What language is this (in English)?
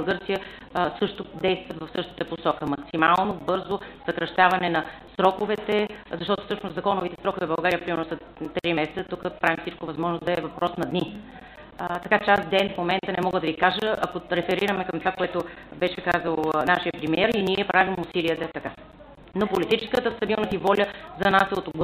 Bulgarian